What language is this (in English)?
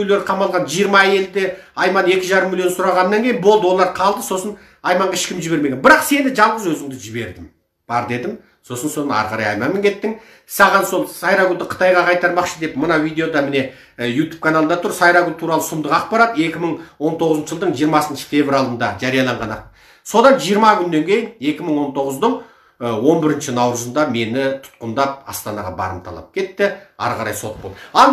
Kazakh